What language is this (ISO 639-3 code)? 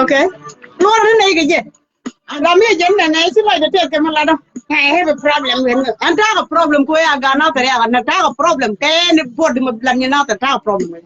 nus